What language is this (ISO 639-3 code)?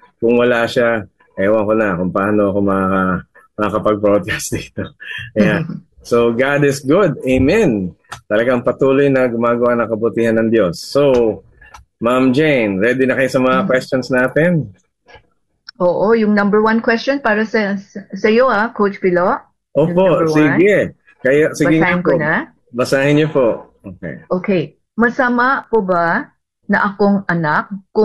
fil